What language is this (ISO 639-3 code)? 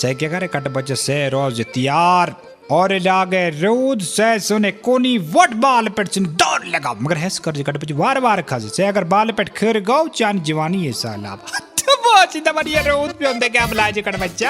kas